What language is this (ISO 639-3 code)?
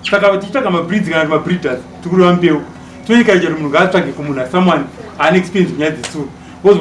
sna